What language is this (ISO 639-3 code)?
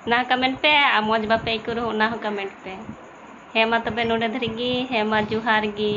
sat